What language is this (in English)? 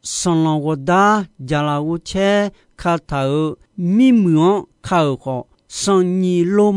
Akha